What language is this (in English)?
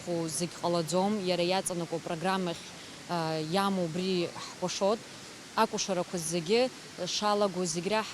Abkhazian